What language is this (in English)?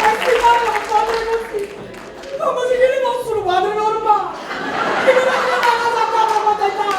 Neapolitan